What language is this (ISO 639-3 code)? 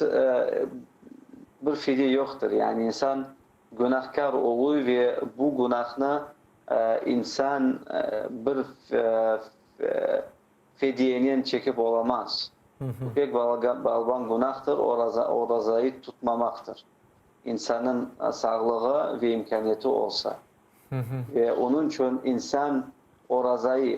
crh